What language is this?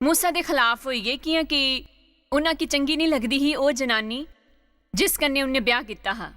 Dogri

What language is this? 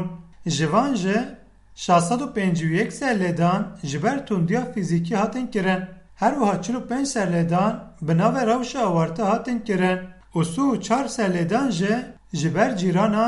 Kurdish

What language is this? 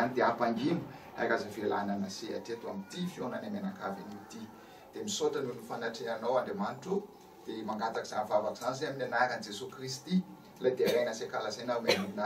Malagasy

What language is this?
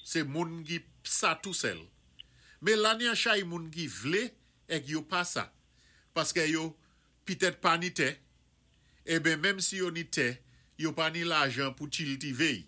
Saint Lucian Creole French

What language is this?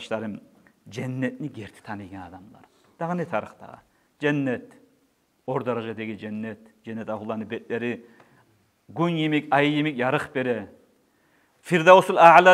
Kumyk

